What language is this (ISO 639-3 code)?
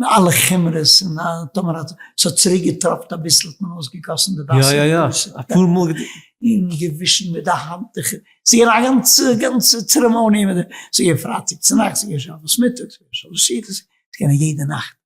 yid